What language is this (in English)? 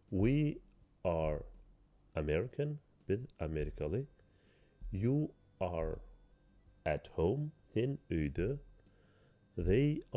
Turkmen